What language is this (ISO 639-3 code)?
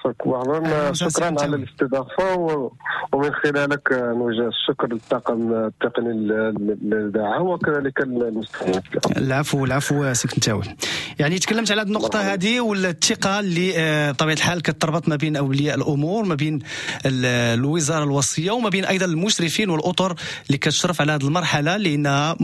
ary